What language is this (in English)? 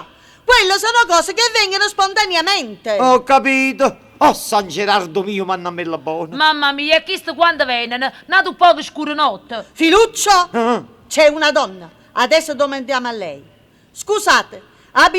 Neapolitan